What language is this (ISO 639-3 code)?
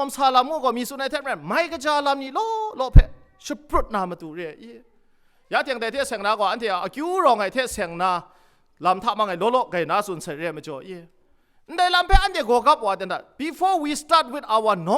kac